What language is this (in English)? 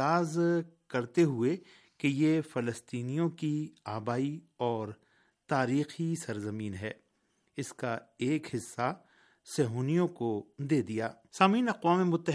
Urdu